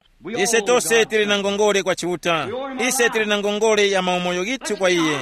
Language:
Tumbuka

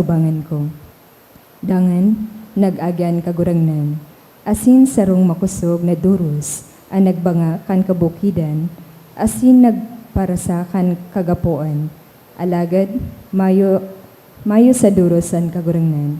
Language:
Bikol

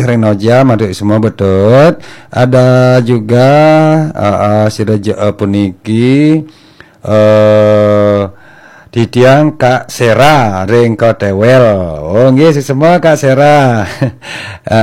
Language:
Balinese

